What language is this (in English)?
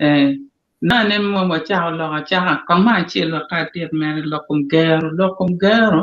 Acoli